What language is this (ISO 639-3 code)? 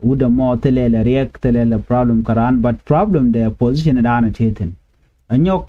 nus